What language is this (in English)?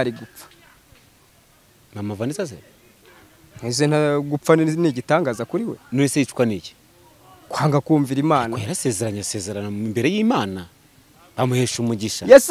Kinyarwanda